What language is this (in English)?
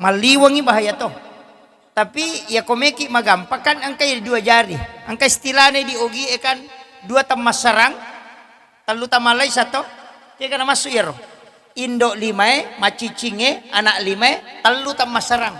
Buginese